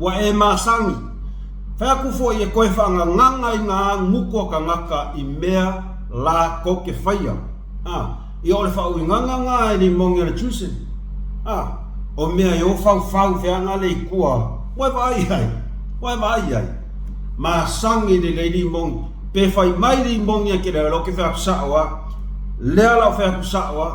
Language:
Samoan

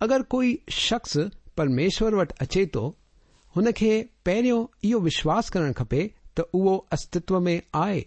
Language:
Sindhi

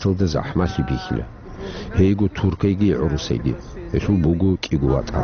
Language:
Avaric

